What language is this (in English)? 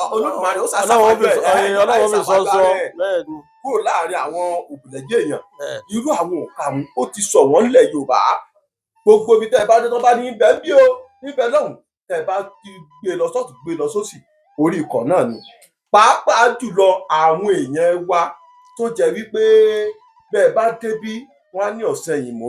Yoruba